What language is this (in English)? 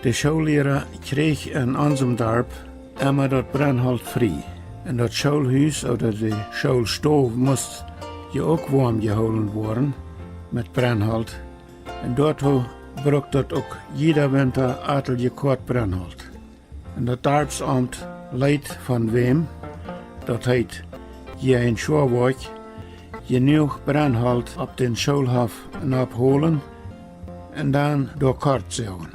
Plautdietsch